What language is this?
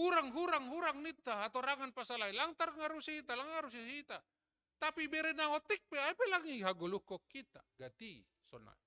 Batak Simalungun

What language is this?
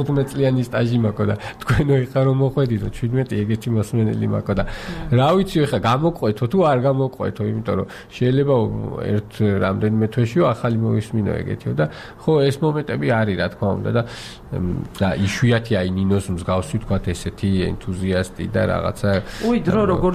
Georgian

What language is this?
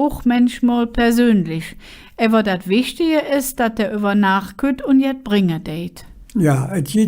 Colognian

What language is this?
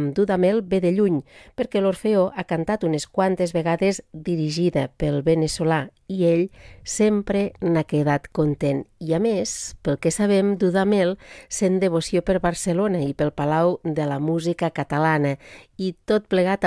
Catalan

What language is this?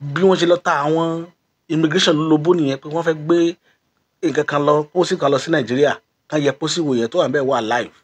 Yoruba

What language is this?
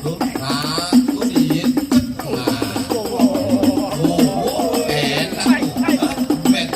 Betawi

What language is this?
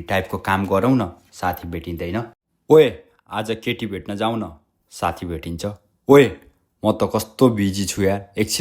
Nepali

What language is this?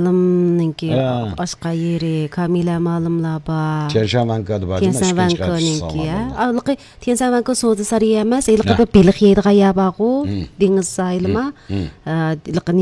Uyghur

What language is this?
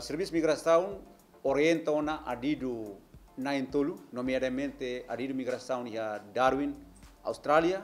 Tetum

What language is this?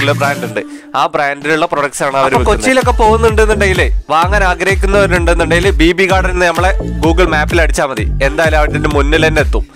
Malayalam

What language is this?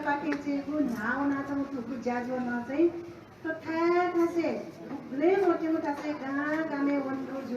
Newari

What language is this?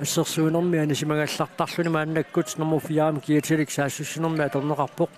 Kalaallisut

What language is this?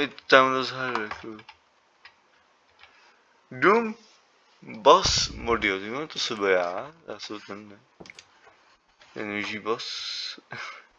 Czech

